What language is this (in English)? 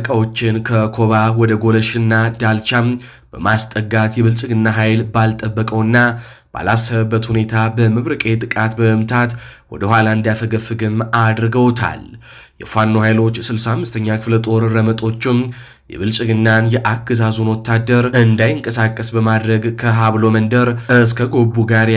Amharic